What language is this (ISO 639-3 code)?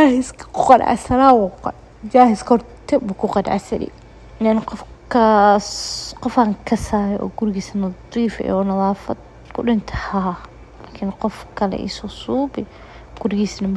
som